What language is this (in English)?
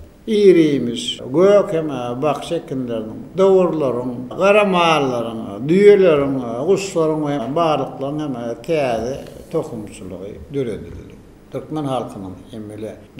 Turkmen